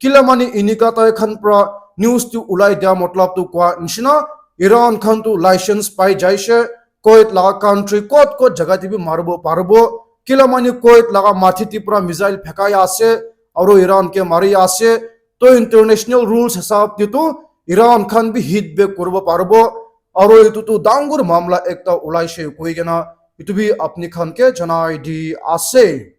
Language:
Naga Pidgin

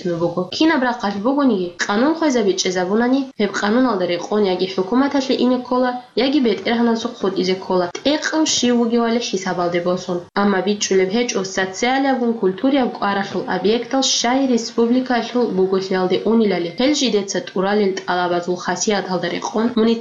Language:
Avaric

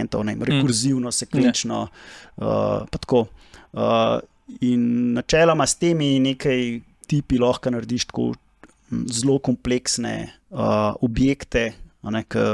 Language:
Slovenian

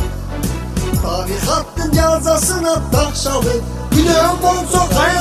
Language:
Kyrgyz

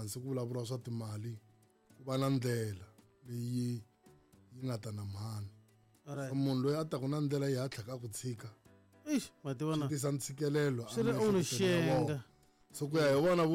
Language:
Tsonga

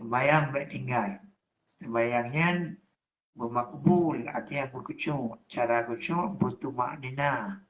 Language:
Achinese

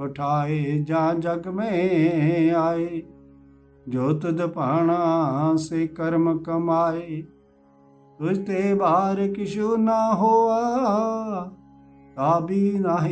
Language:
Punjabi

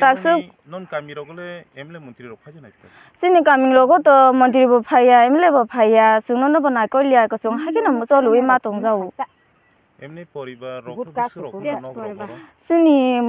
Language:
Kok Borok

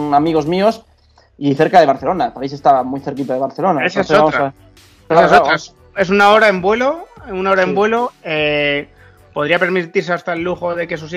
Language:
Spanish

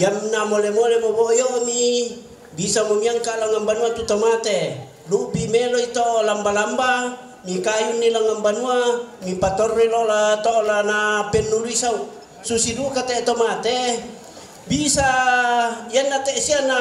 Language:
Toraja-Sa'dan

